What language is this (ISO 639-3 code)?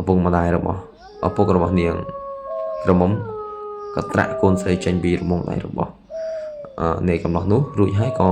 khm